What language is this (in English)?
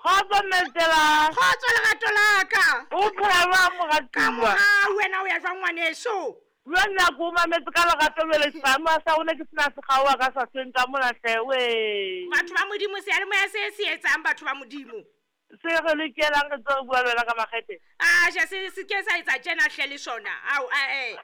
Southern Sotho